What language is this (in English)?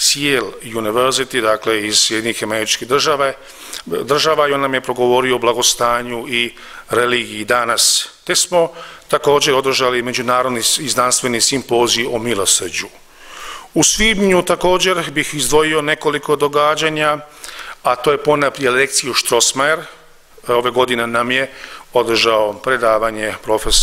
Croatian